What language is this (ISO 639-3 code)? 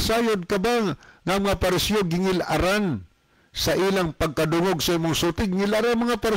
ceb